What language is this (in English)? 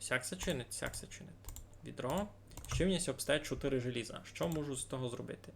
Rusyn